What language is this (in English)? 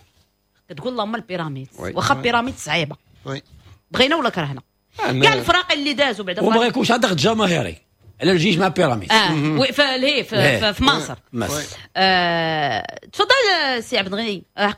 Moroccan Arabic